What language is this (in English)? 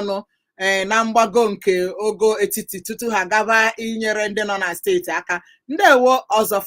Igbo